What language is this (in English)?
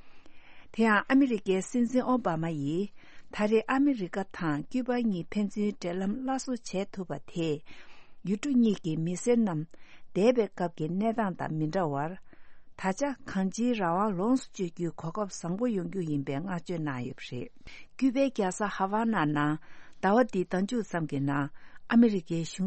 Tibetan